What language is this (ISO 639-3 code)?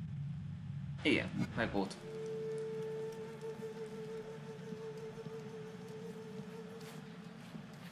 hun